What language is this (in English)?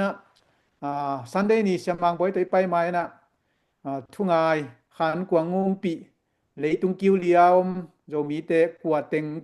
Tedim Chin